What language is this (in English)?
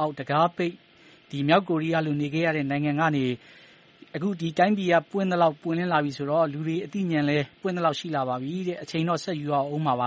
Burmese